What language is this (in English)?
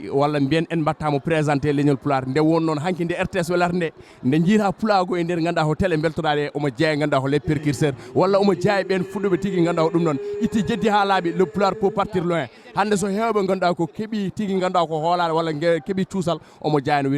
Fula